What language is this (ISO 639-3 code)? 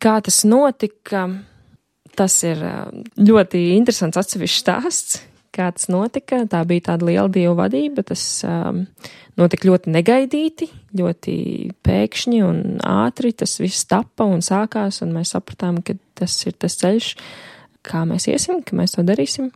lav